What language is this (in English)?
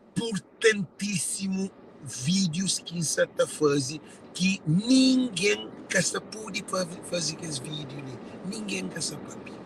Kabuverdianu